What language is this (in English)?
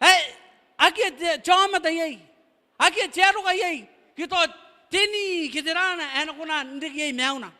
Gilbertese